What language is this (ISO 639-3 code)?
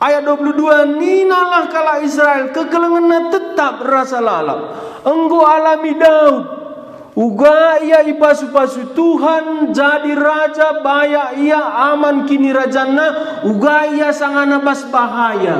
btx